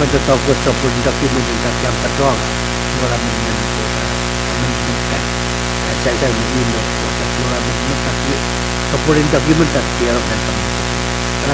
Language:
Pohnpeian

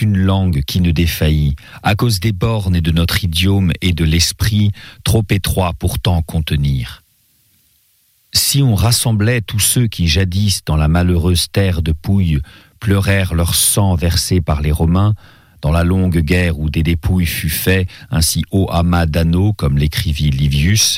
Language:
French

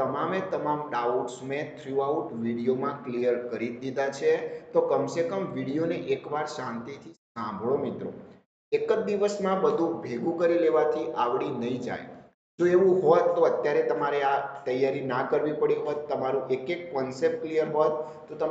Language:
Gujarati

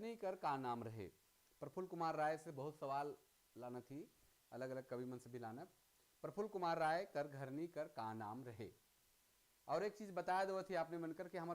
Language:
Sadri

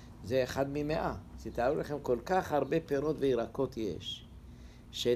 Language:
Hebrew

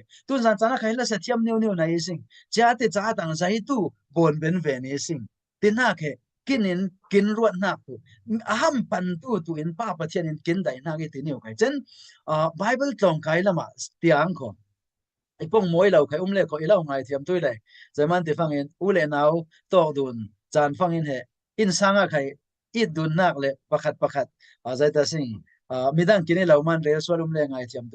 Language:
Falam Chin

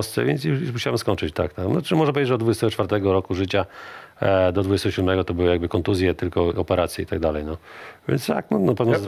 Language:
Polish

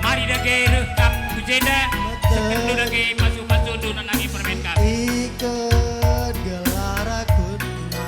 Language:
Batak Karo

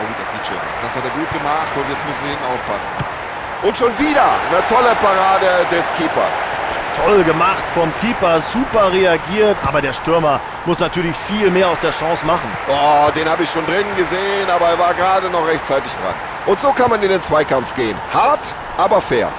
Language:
Bavarian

